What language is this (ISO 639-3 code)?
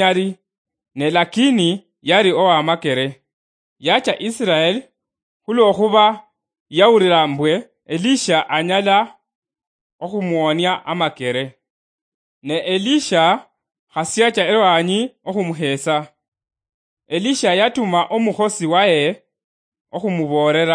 luy